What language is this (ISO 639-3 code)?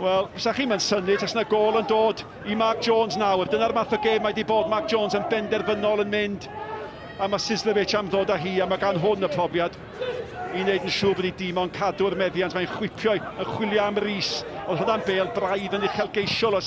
cym